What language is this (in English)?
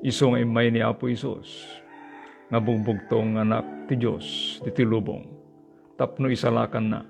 Iloko